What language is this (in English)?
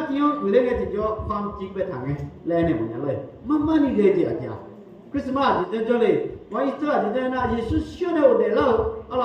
Akha